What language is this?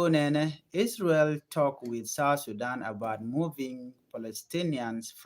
Nuer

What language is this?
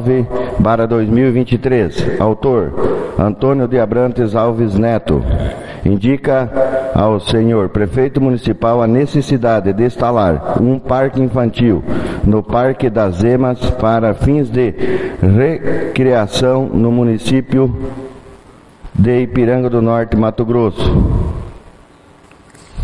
Portuguese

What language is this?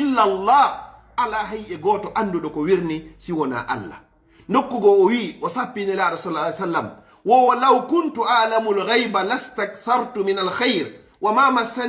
Fula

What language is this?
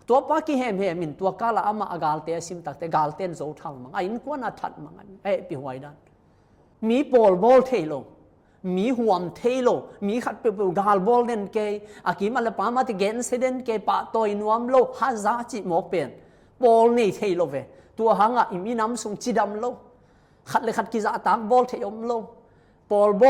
Tedim Chin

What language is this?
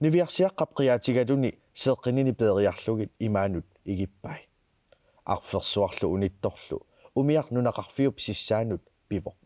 Kalaallisut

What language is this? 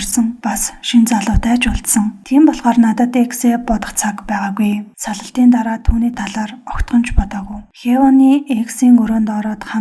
Mongolian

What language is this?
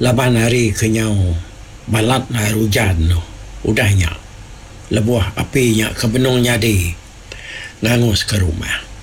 Iban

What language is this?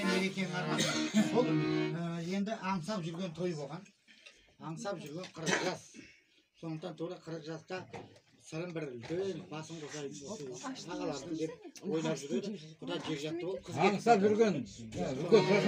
Kazakh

